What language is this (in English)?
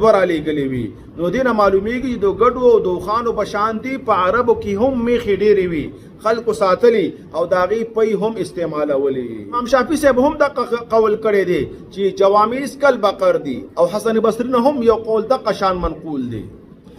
Pashto